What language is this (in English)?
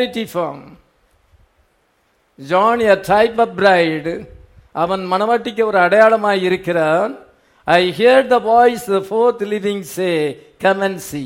Tamil